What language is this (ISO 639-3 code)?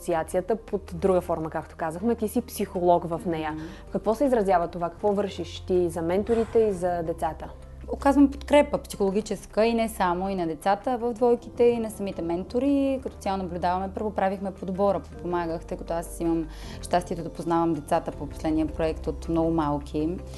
bul